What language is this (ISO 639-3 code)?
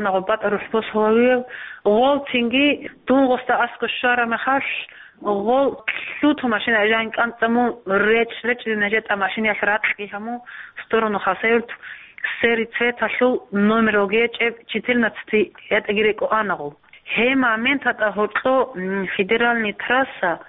ava